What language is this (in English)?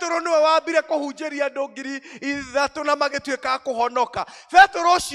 Kikuyu